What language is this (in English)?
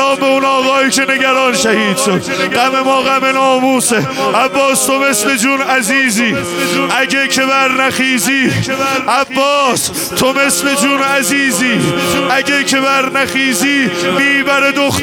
Persian